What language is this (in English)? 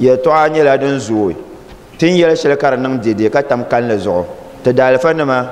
Dagbani